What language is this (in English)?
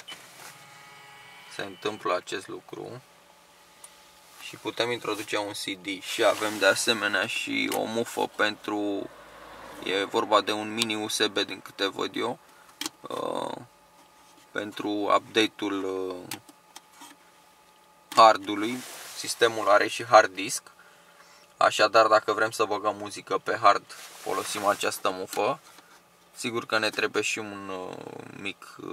Romanian